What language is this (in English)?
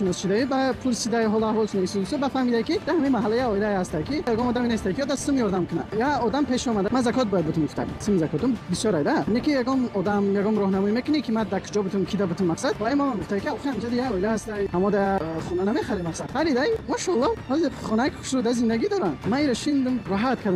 Tajik